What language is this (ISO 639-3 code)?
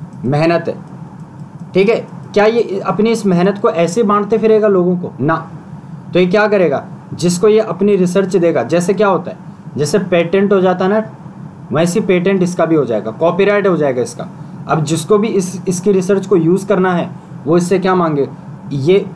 hin